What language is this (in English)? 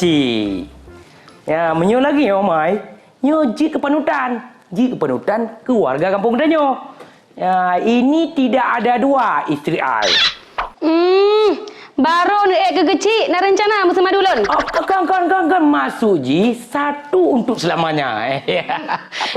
Achinese